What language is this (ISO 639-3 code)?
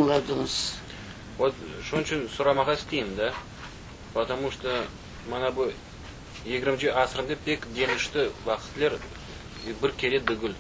crh